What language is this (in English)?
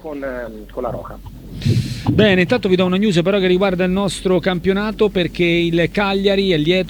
Italian